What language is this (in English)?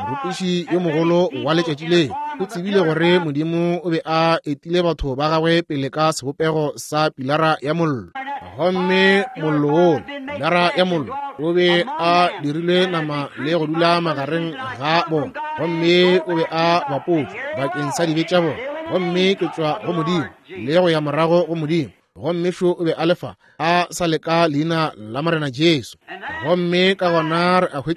Northern Sotho